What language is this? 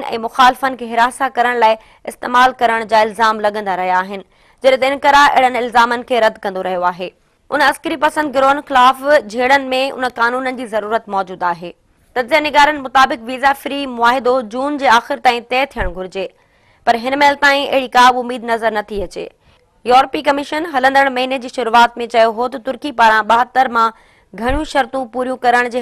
Sindhi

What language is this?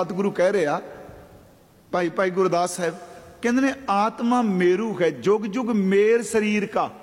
Punjabi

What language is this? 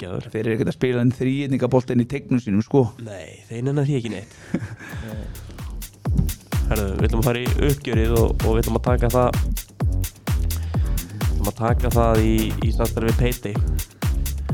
Icelandic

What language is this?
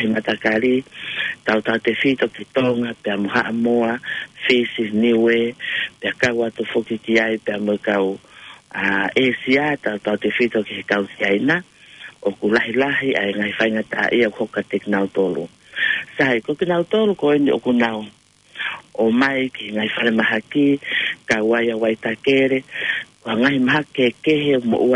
Tongan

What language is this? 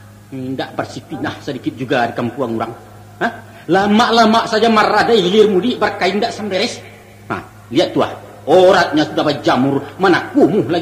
Minangkabau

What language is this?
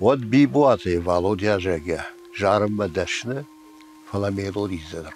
Ossetic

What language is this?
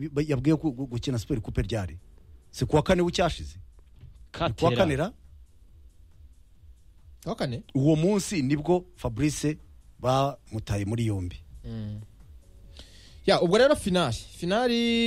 Kinyarwanda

